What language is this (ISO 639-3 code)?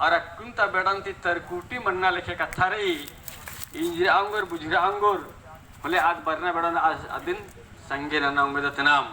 kru